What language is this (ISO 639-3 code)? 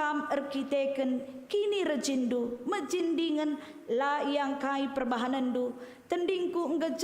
btx